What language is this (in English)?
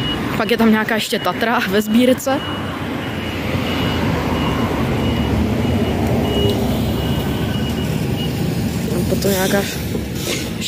Czech